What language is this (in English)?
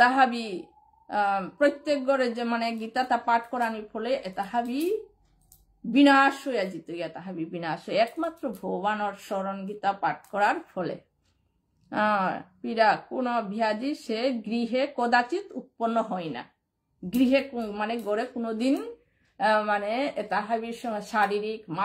Bishnupriya